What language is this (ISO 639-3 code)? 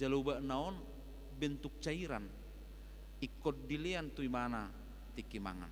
bbc